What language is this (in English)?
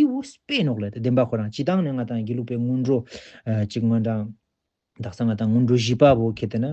Ladakhi